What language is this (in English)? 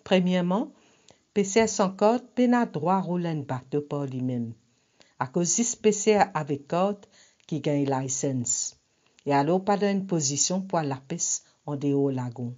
Morisyen